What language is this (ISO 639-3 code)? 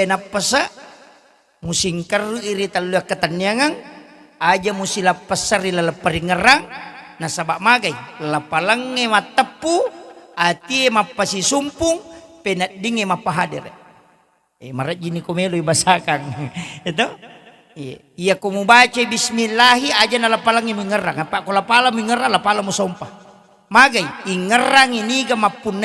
bug